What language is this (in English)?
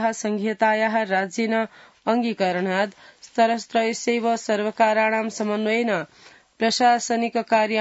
Sanskrit